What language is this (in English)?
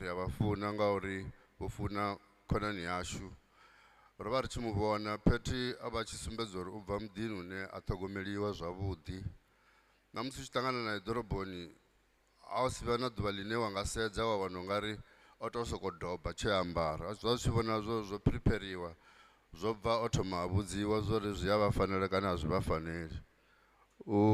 Venda